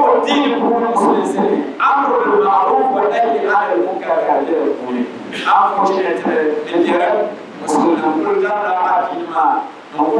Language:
Dagbani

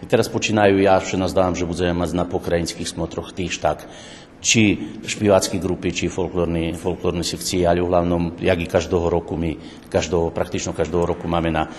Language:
Rusyn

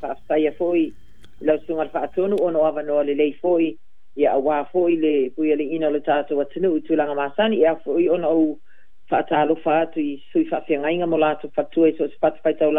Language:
Samoan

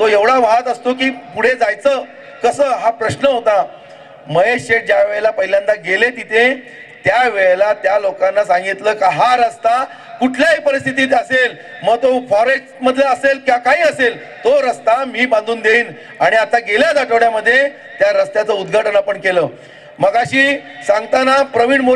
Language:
Marathi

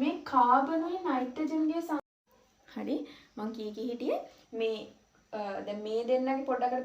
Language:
Sinhala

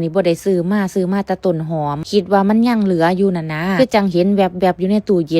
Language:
Northeastern Thai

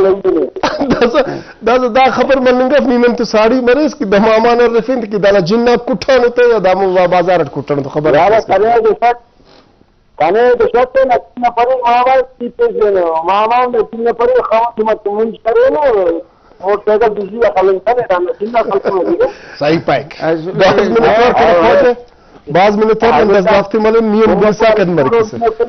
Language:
Brahui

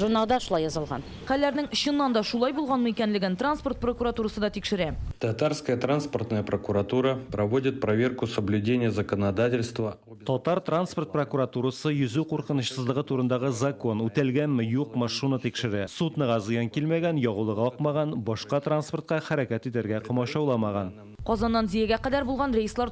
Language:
Tatar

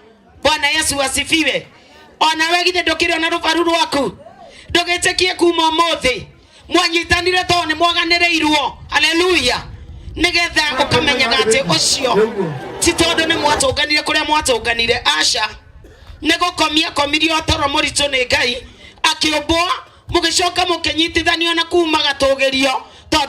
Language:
Kikuyu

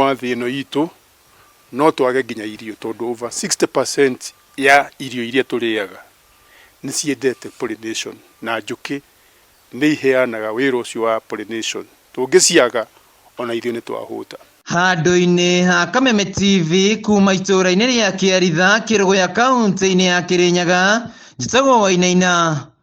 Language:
Kikuyu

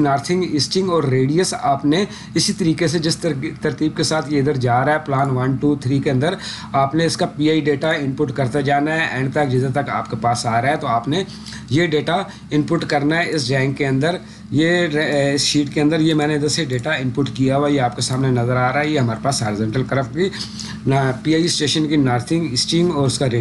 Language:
Urdu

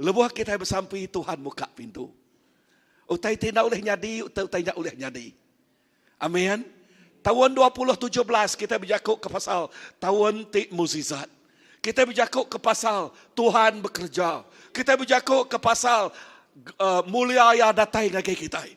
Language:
Iban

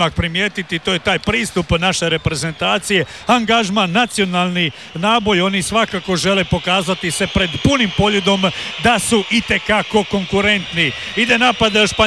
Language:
Croatian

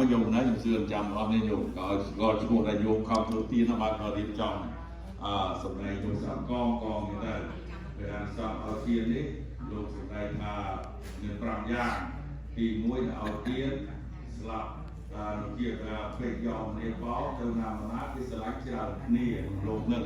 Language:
Khmer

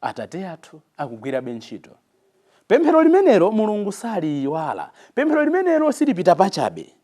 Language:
Nyanja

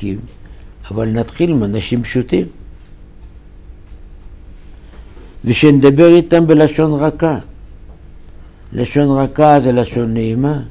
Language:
Hebrew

